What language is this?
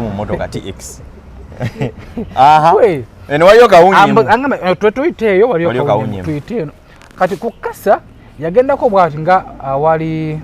Ganda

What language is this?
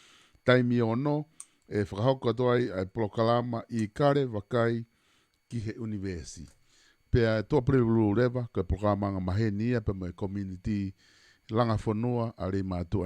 Tongan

